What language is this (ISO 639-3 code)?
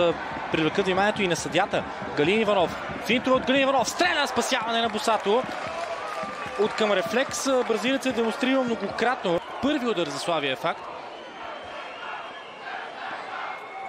bul